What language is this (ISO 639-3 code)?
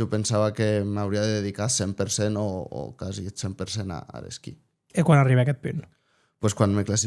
oci